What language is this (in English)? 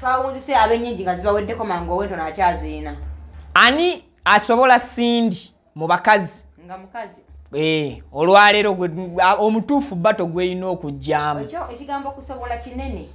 Ganda